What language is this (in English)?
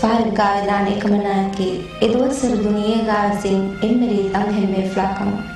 Divehi